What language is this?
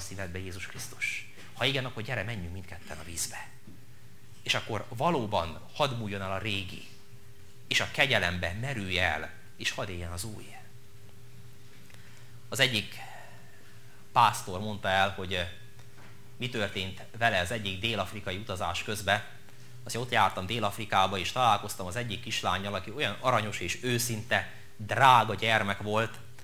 Hungarian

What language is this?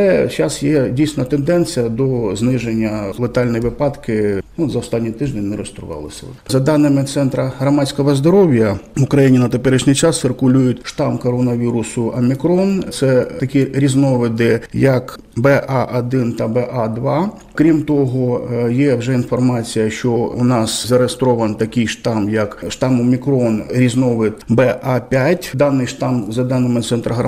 Ukrainian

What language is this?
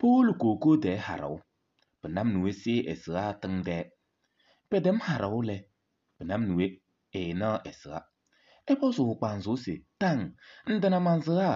Kabiyè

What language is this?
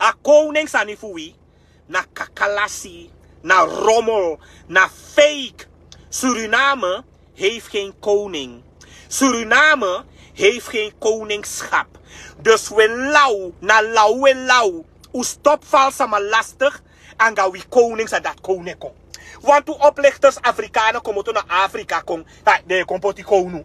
Sranan Tongo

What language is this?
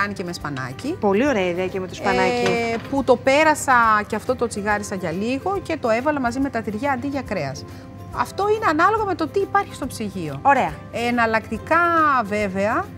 Greek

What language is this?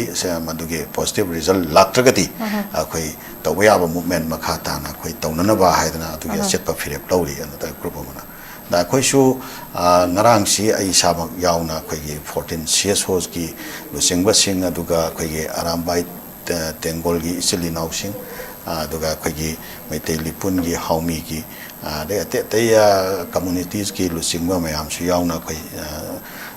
Manipuri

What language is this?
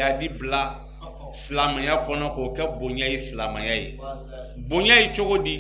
Bambara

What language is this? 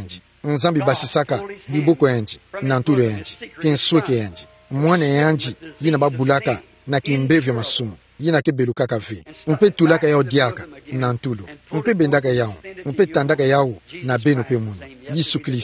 Kituba (Democratic Republic of Congo)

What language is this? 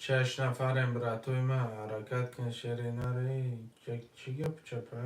Tajik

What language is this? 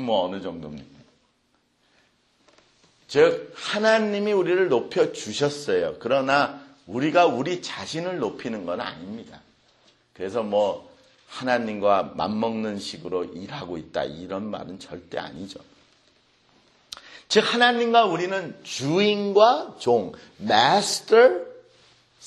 Korean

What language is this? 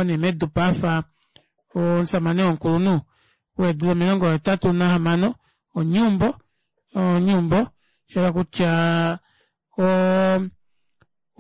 Kuanyama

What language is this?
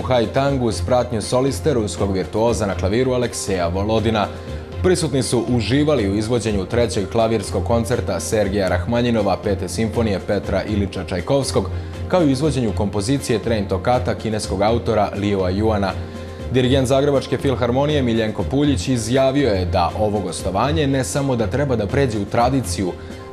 Serbian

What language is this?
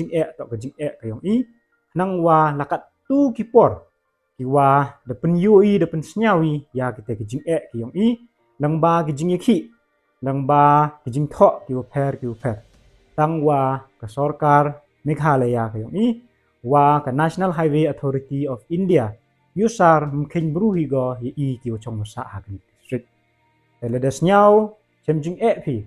Pnar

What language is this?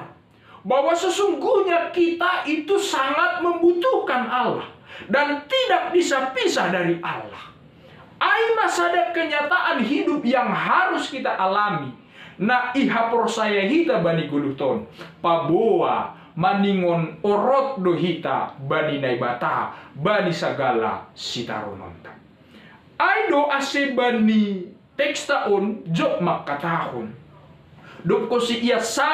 Batak Simalungun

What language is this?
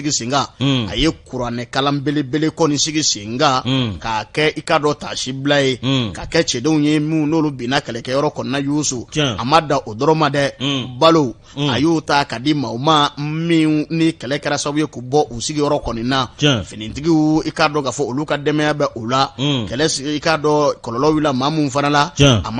Bambara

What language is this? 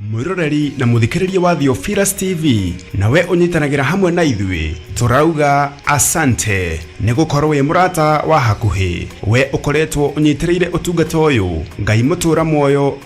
Kikuyu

